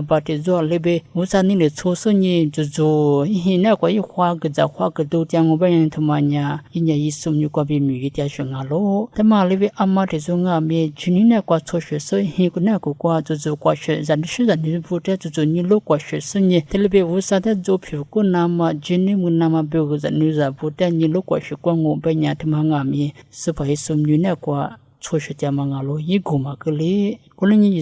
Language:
Lisu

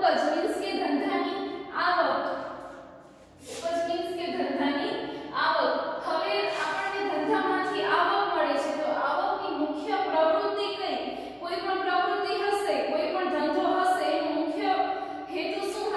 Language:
Gujarati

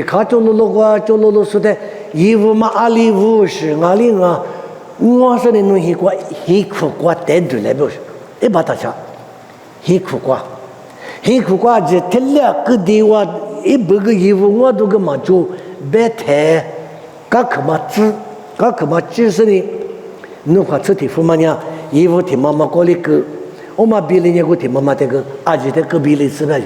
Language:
Lisu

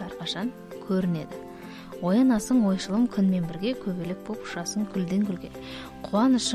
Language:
Kazakh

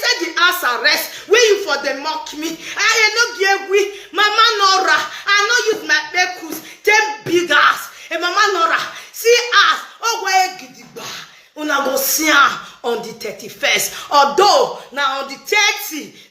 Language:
Nigerian Pidgin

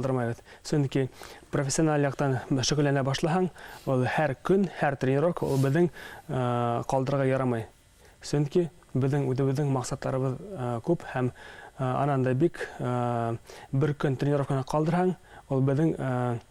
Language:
Bashkir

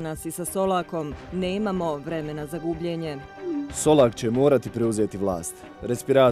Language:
Bosnian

